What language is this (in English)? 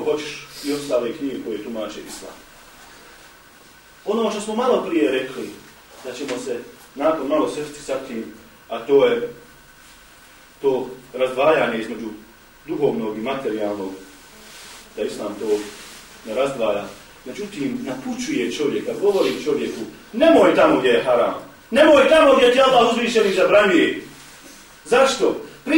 Bosnian